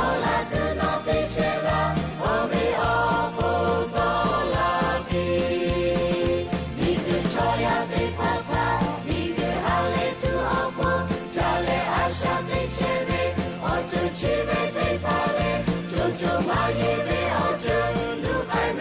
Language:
Lahu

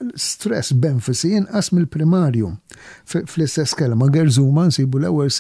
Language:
Maltese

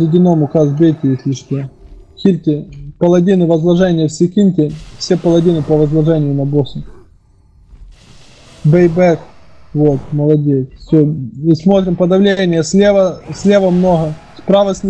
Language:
Russian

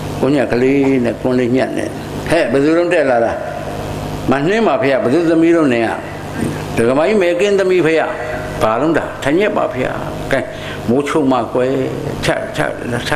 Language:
Burmese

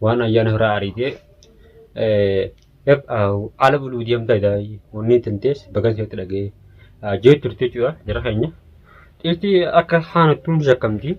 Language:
Oromo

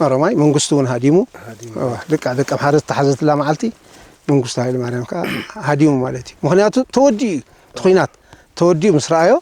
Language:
Tigrinya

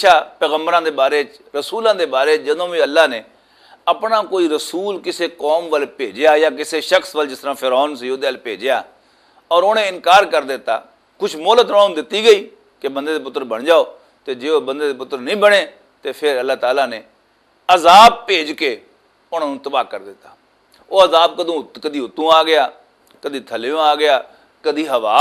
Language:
Western Panjabi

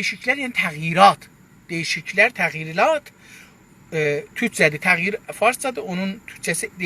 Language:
South Azerbaijani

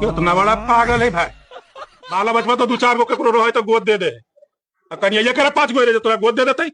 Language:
Magahi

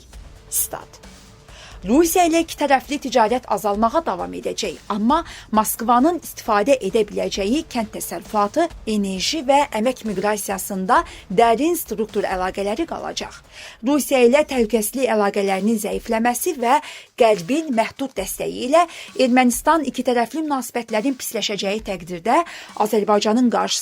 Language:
Azerbaijani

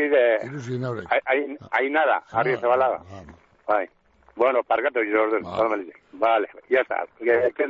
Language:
Basque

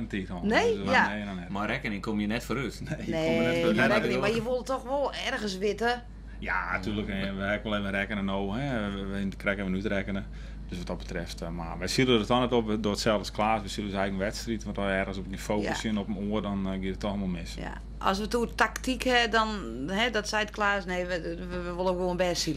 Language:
Western Frisian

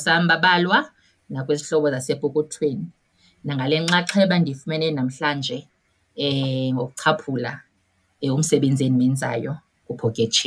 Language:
Xhosa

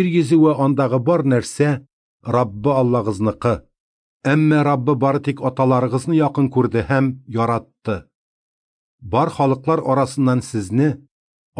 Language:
Tatar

